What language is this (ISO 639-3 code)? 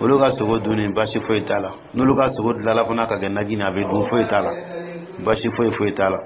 dyu